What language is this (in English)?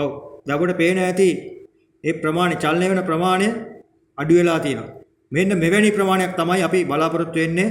Sinhala